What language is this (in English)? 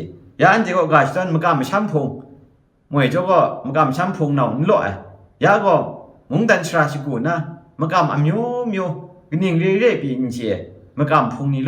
Kachin